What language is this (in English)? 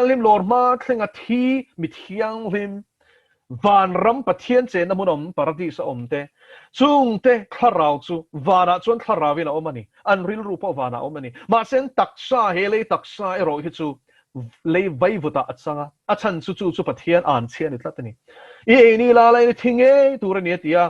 Mizo